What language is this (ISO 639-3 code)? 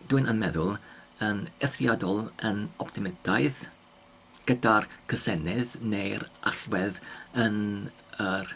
cym